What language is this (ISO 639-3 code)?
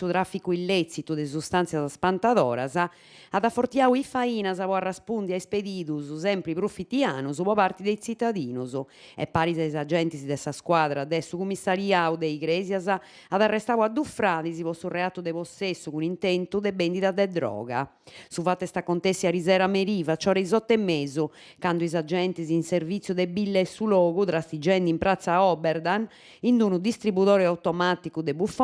srd